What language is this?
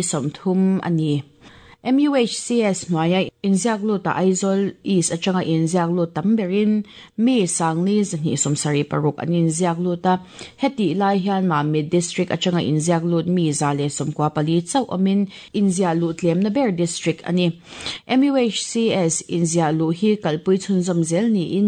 Mizo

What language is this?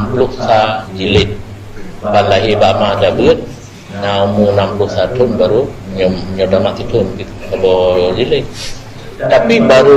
Achinese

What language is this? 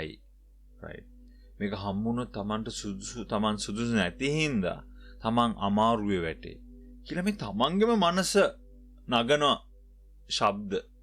Sinhala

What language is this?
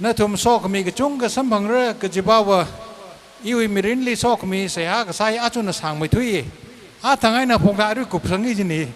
Tangkhul Naga (India)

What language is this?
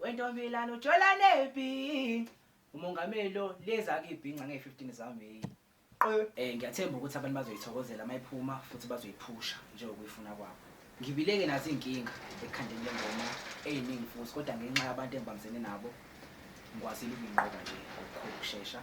Zulu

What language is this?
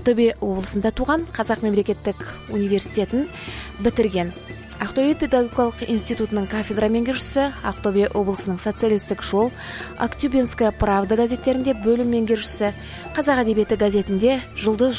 Kazakh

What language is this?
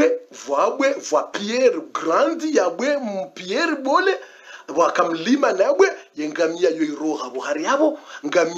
Swahili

